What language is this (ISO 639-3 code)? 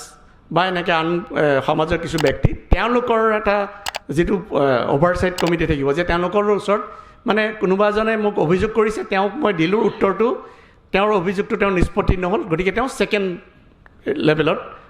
asm